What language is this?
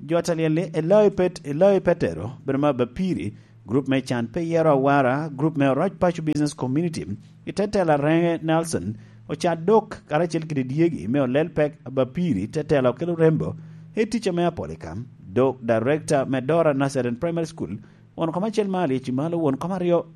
Lango (Uganda)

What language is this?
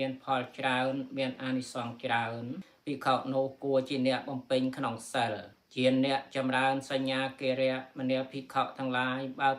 Khmer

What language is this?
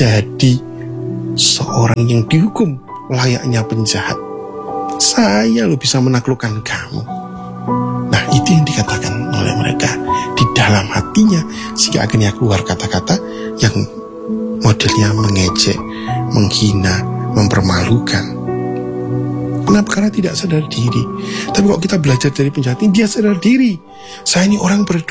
Indonesian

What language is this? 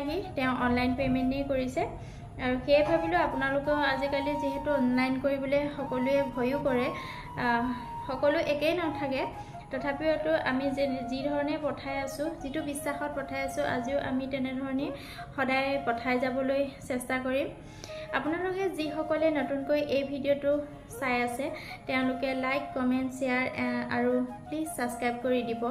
Assamese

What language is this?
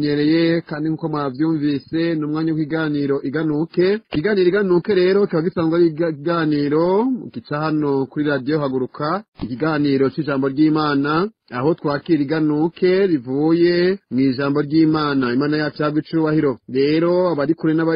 Rundi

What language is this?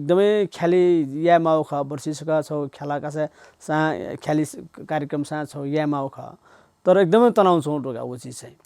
Newari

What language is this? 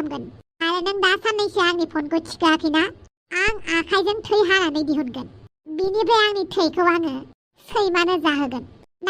Bodo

